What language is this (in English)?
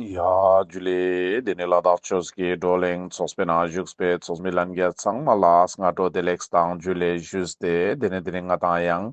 Ladakhi